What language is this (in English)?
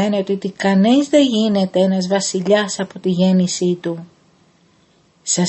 Greek